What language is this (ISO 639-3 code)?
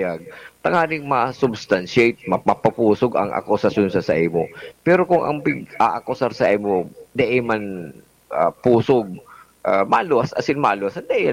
bik